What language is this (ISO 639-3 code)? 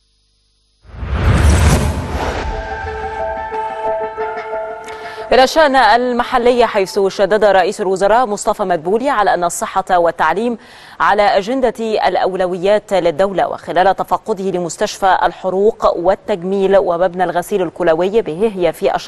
ara